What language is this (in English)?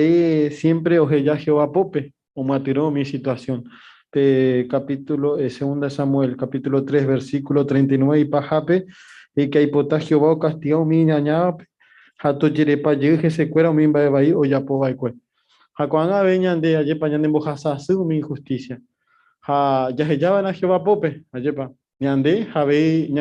Guarani